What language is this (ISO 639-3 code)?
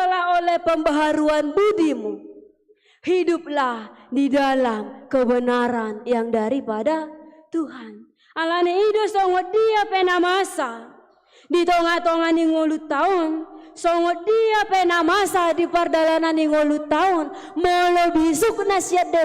bbc